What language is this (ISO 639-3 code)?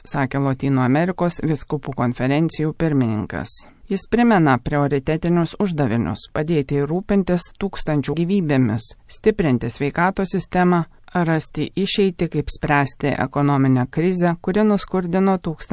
lit